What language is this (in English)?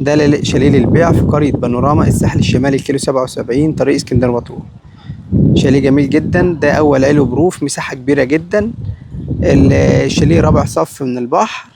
Egyptian Arabic